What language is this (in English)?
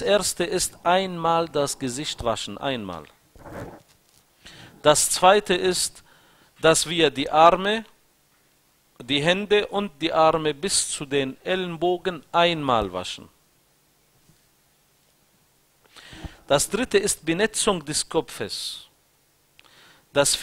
German